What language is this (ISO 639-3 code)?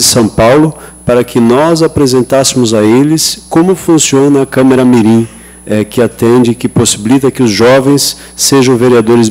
por